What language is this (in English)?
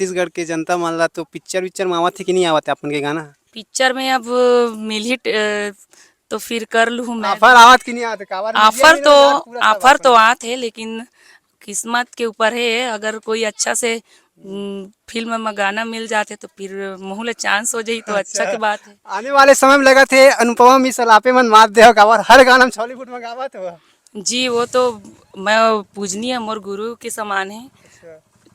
Chhattisgarhi